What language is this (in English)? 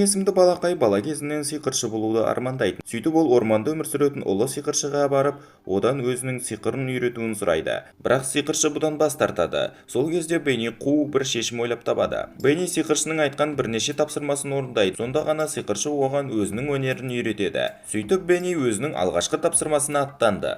Kazakh